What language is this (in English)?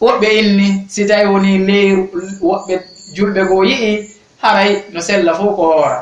Fula